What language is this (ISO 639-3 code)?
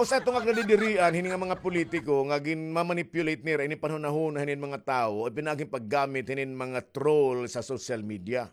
war